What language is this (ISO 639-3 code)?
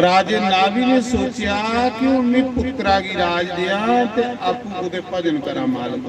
doi